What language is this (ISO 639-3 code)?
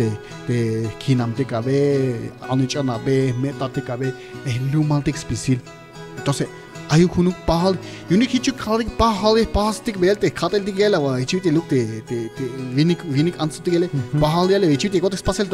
tzh